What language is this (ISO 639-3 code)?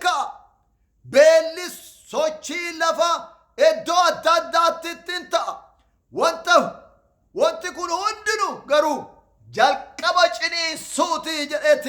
orm